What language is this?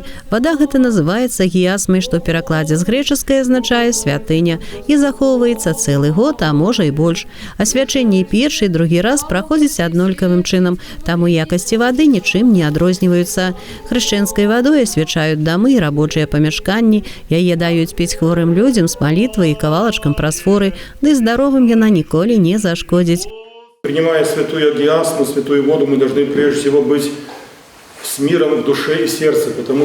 Belarusian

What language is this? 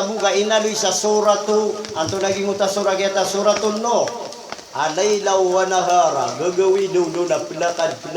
Maranao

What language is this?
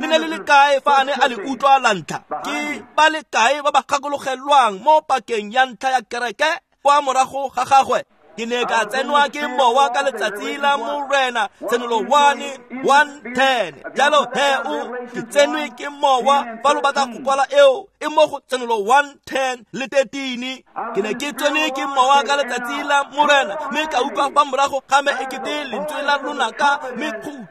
Tswana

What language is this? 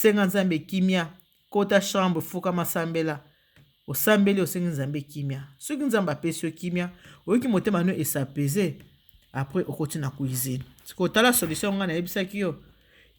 Lingala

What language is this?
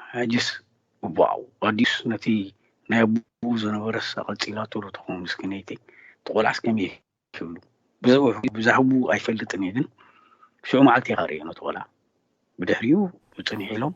Tigrinya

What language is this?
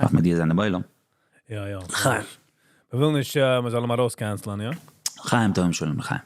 Yiddish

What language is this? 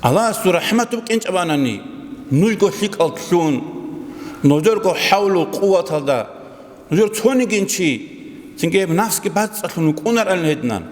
Avaric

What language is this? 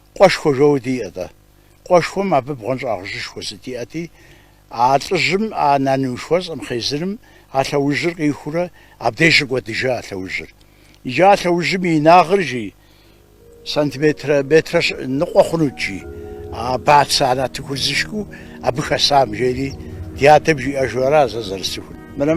Kabardian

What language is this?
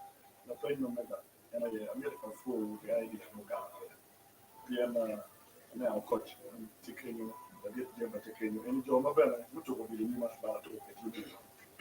Acoli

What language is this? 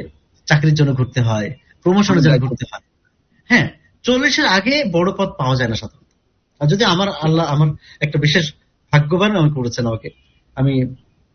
Bangla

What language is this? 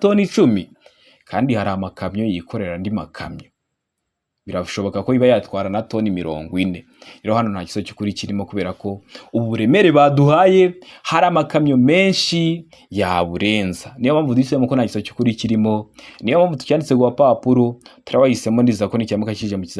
Kinyarwanda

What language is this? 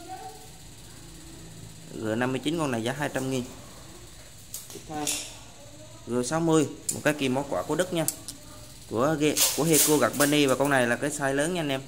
Vietnamese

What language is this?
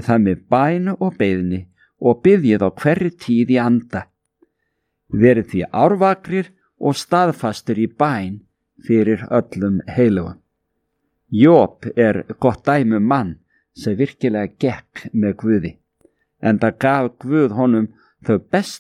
Icelandic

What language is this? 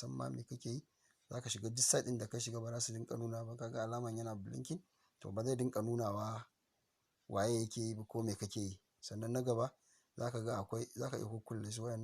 Hausa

